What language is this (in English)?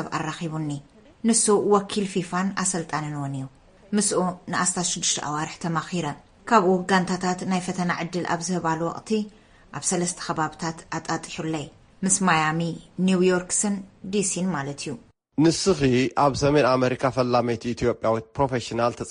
Tigrinya